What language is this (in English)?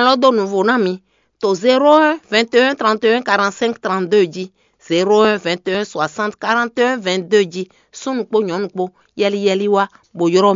Fon